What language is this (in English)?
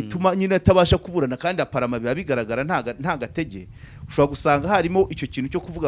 Kinyarwanda